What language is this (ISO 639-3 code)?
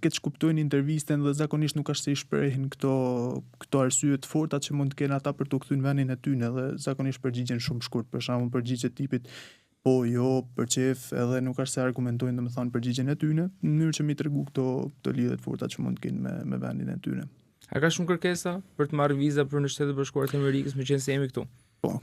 sqi